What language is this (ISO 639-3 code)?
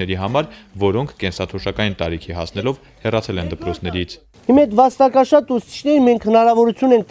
hye